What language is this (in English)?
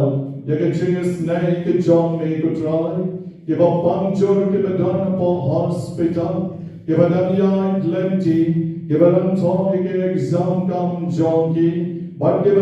Khasi